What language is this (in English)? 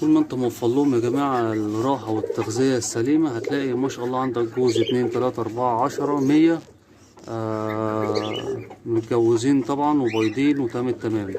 Egyptian Arabic